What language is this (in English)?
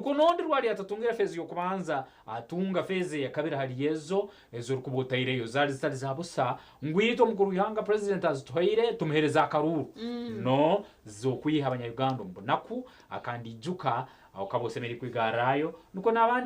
Nyankole